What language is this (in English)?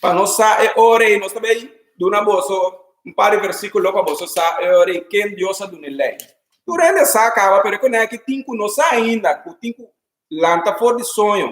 Papiamento